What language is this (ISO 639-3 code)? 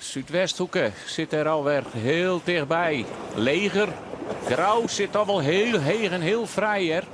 fry